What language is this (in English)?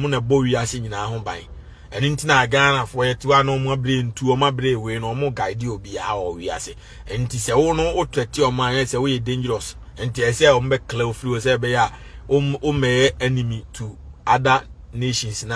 Akan